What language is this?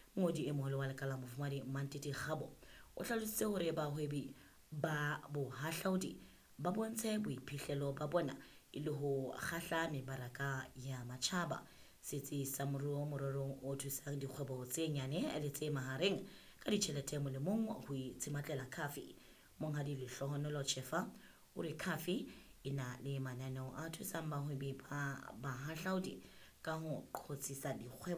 Southern Sotho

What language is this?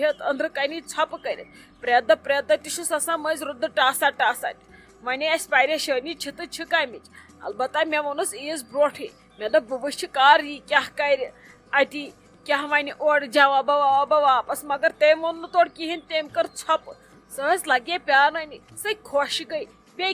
Kashmiri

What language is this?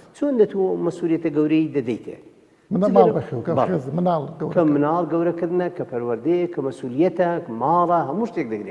Central Kurdish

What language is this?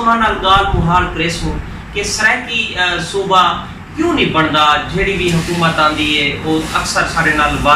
Saraiki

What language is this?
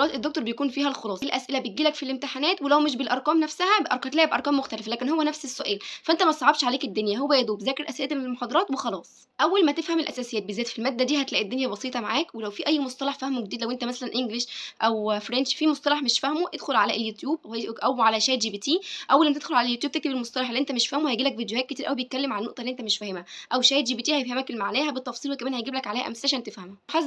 Egyptian Arabic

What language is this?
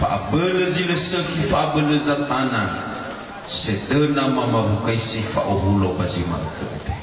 Nias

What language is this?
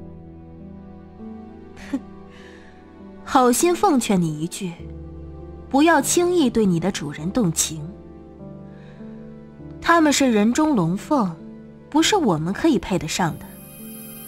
Chinese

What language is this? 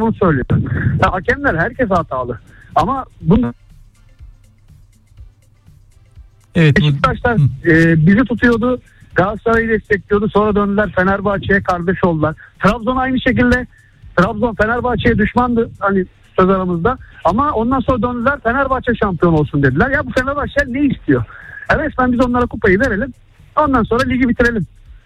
Turkish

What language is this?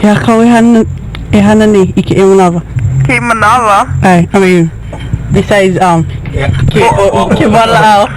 Hawaiian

